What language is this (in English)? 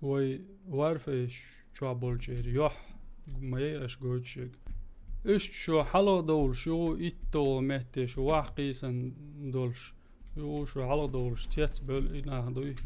Chechen